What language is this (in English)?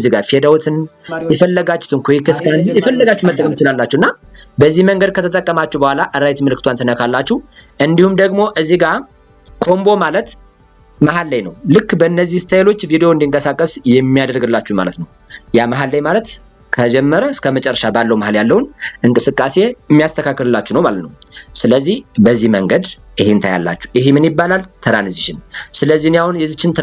Amharic